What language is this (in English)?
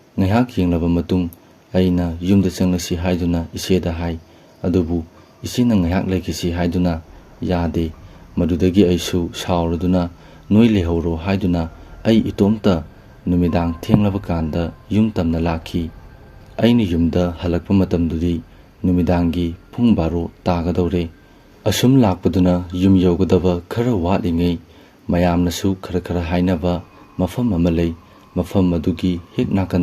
Manipuri